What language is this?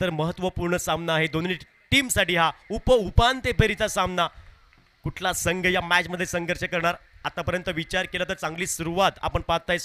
Marathi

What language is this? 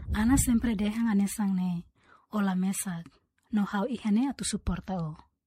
Tetum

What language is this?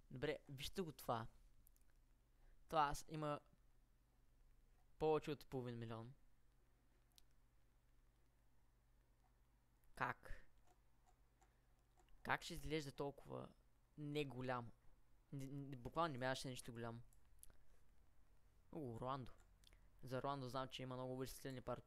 Bulgarian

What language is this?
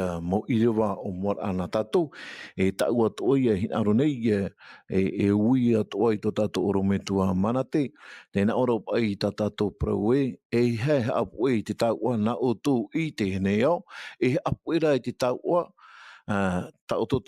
Tahitian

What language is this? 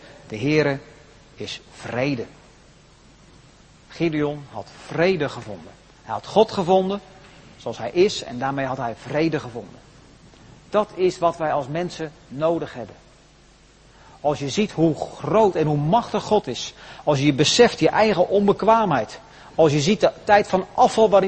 Dutch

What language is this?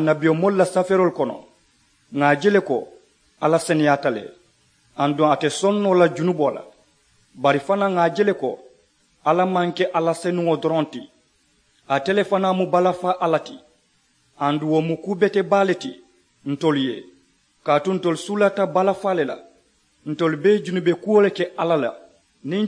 Mandingo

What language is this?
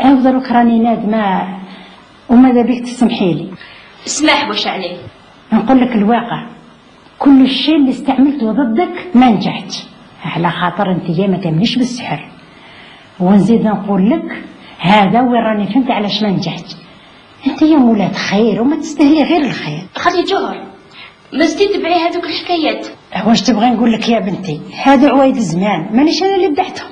Algerian Arabic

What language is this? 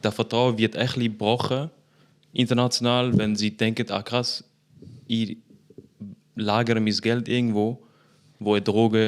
Swiss German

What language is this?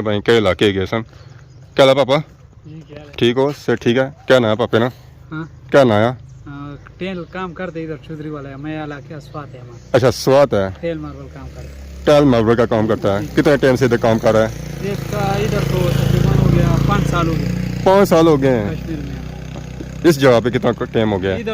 Pahari-Potwari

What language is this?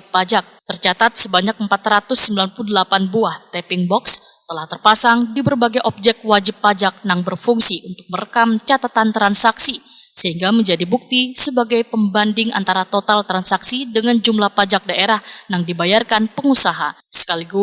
Banjar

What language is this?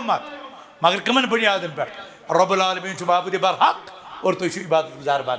Kashmiri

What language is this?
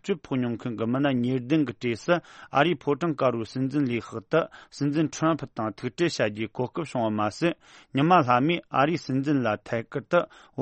Tibetan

